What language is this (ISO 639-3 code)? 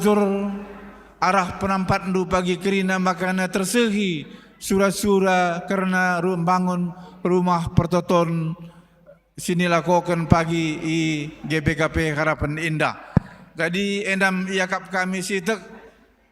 btx